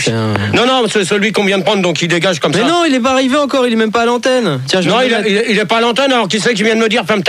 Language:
French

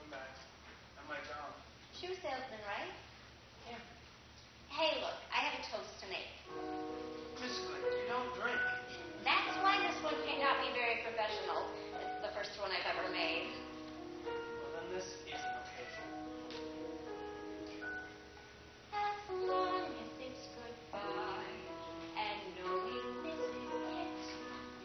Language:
English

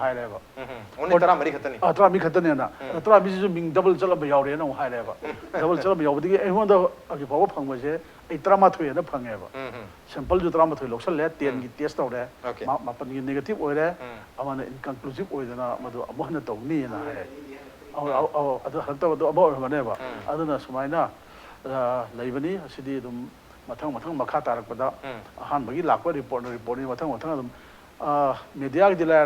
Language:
Manipuri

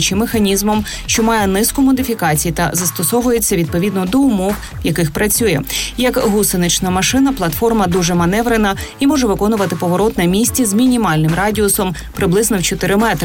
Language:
Ukrainian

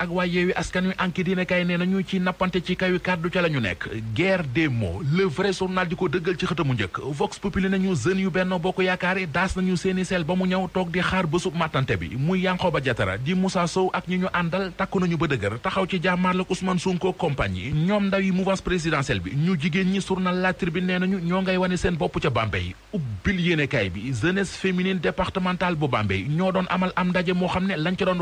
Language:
Wolof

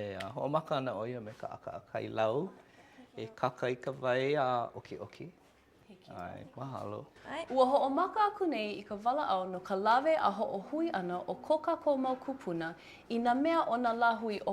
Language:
Hawaiian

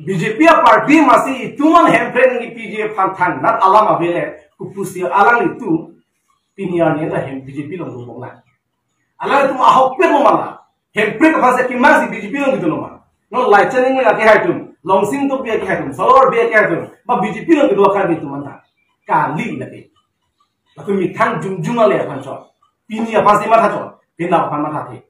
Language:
Karbi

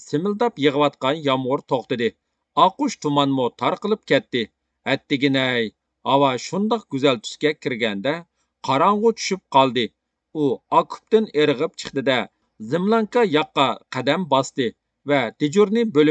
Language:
Uyghur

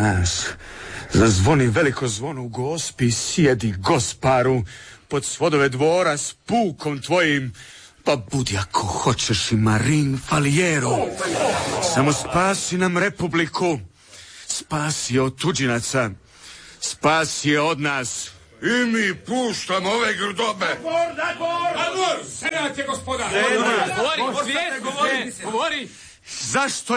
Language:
Croatian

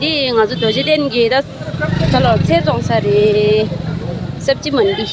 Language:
Tibetan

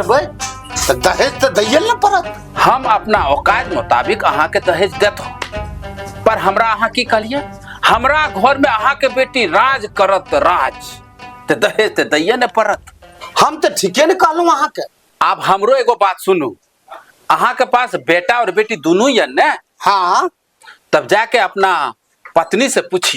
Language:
Maithili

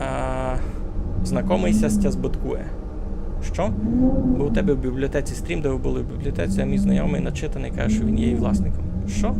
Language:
Rusyn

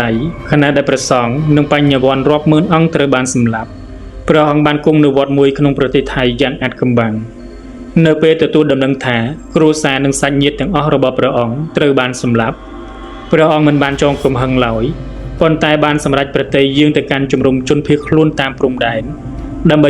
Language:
Khmer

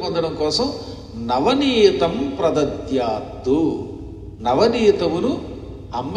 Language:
Telugu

